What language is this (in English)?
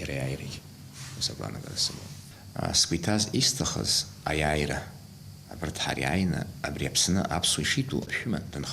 Abkhazian